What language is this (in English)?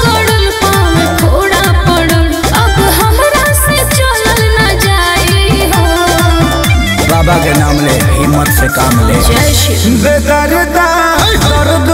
Bhojpuri